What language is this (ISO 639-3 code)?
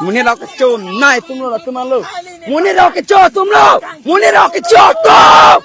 mjw